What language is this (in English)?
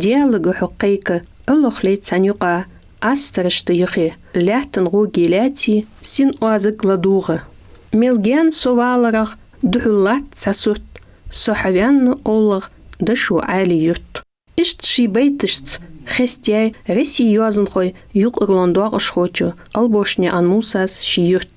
Ingush